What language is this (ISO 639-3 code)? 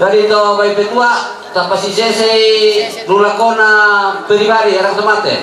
sda